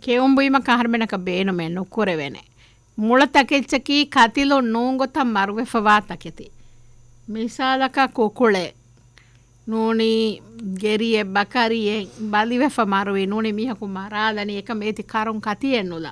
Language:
Divehi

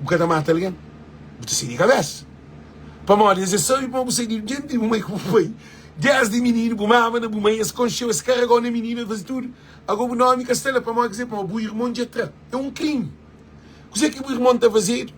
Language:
Kabuverdianu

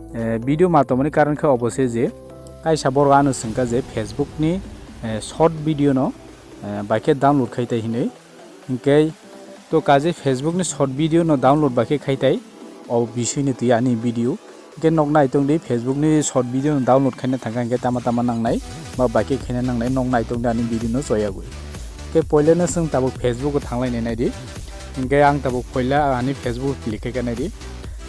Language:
Kok Borok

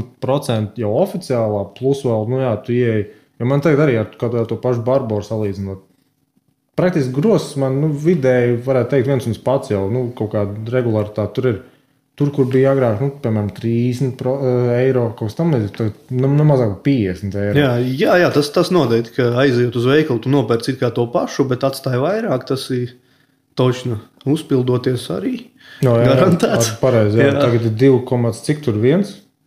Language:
Latvian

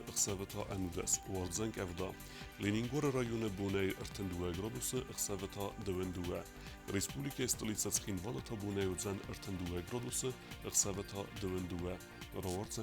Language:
Ossetic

